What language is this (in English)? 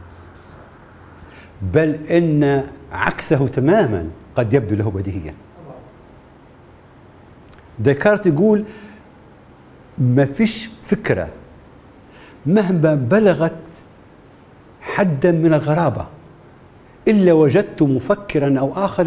Libyan Arabic